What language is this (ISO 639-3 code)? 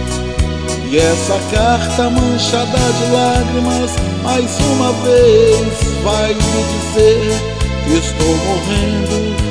por